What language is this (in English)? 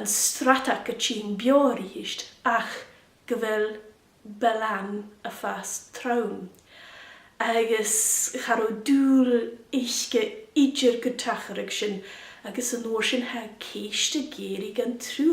Scottish Gaelic